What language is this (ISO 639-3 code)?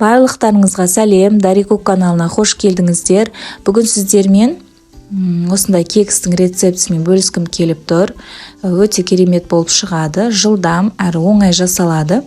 kaz